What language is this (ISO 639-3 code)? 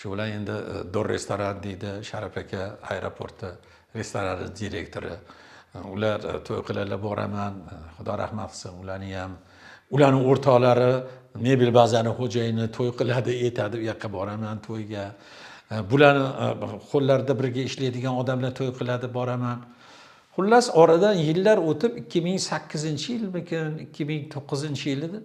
uzb